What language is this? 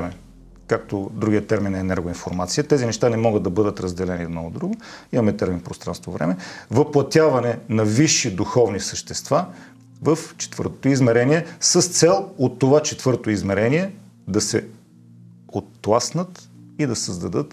Bulgarian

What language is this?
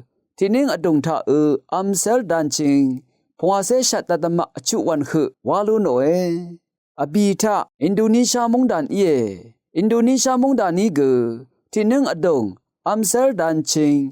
Rawang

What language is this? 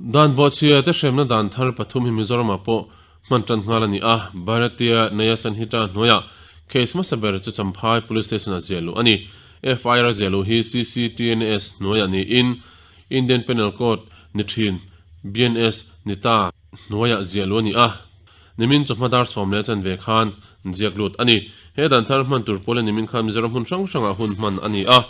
Mizo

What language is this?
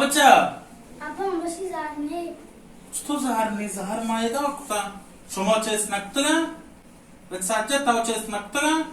Baluchi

